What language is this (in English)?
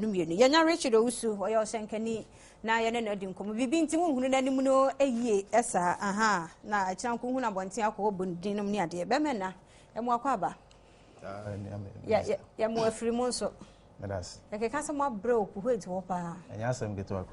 Akan